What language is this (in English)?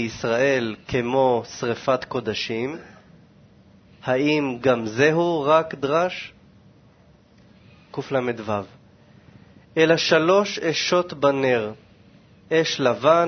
Hebrew